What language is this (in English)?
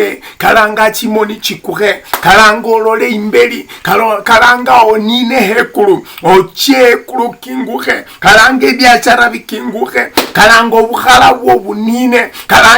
Luyia